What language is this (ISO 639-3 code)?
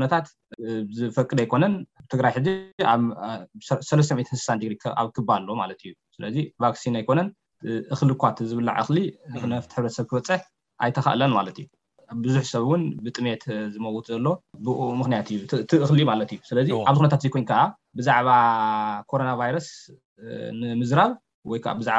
tir